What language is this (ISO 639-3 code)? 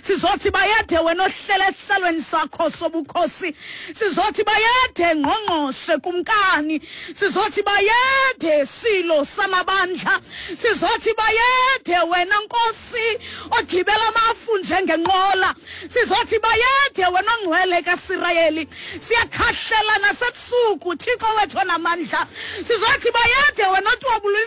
xho